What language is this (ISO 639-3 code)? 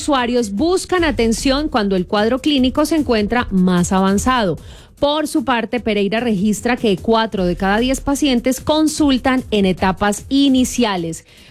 spa